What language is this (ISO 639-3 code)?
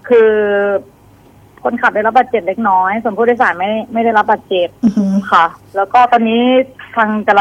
tha